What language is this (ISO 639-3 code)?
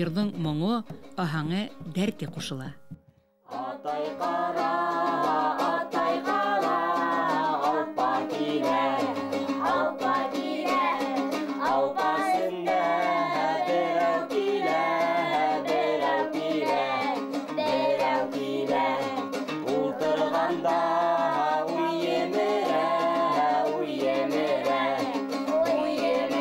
bak